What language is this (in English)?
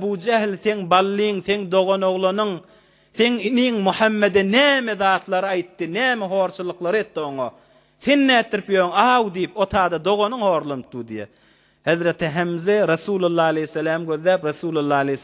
Turkmen